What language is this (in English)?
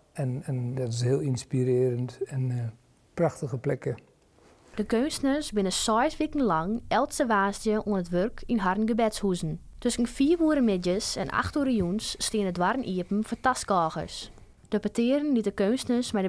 Western Frisian